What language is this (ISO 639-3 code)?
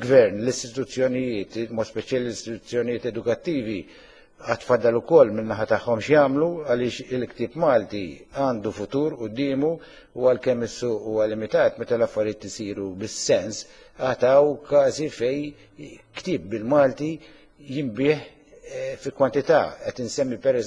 mlt